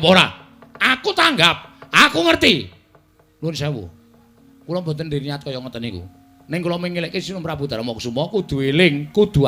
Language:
Javanese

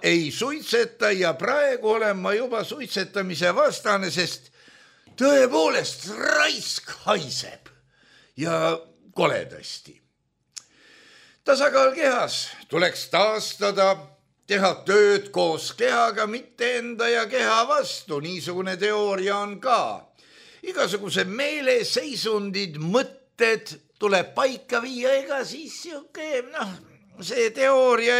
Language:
Estonian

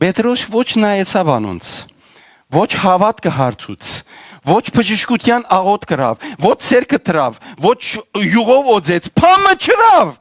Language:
Western Armenian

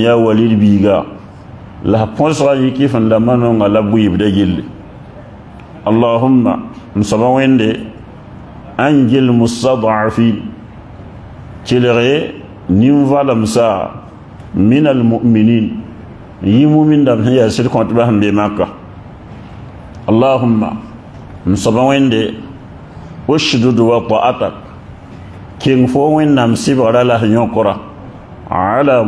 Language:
Mossi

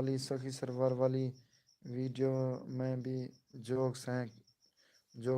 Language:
Saraiki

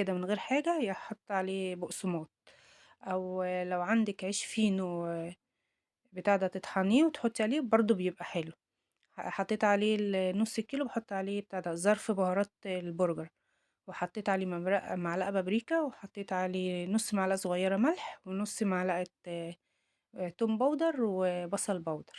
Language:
Egyptian Arabic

